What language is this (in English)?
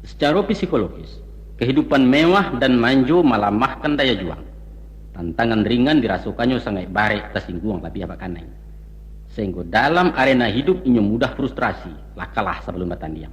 Minangkabau